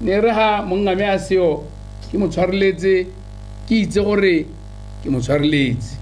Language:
Tswana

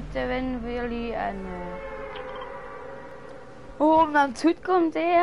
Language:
Dutch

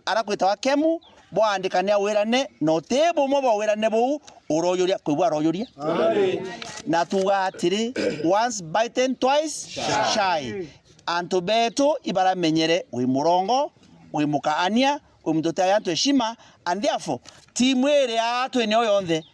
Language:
Meru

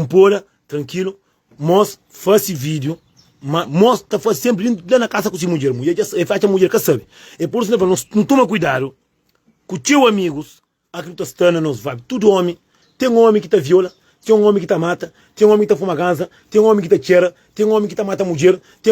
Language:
Kabuverdianu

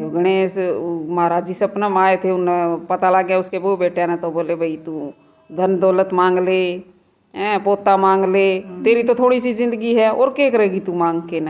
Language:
Haryanvi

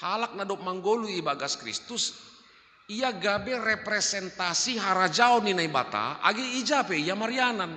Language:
Batak Simalungun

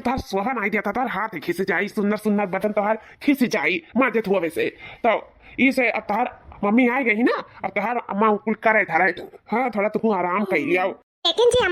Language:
Awadhi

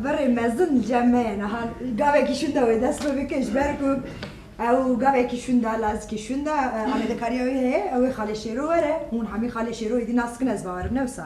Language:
Kurdish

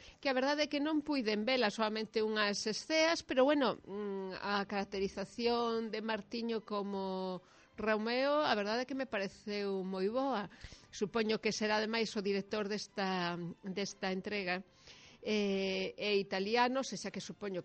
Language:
Galician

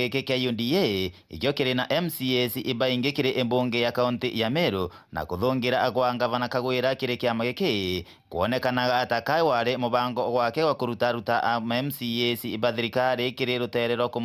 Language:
Meru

